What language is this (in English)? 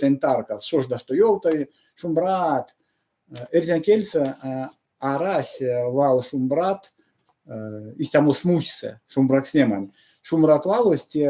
Erzya